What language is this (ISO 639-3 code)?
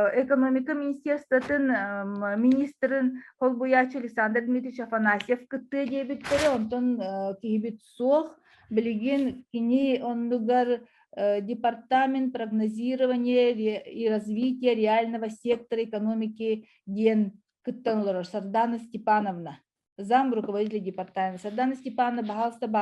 sah